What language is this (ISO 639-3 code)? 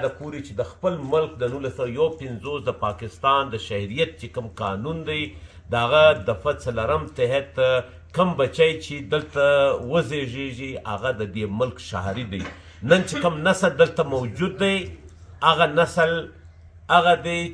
pus